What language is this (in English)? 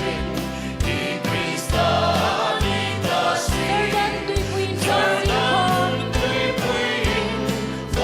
Hmar